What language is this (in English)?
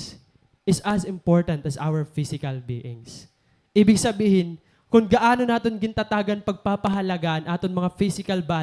Waray